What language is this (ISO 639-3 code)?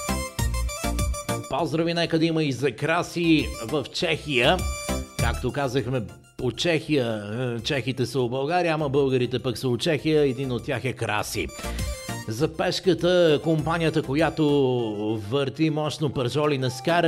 bul